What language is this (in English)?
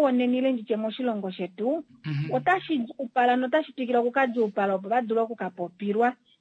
Kuanyama